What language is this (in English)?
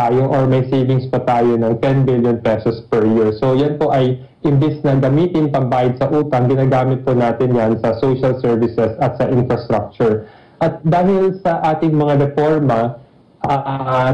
Filipino